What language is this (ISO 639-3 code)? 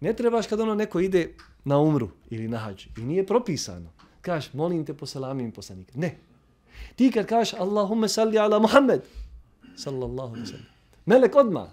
bos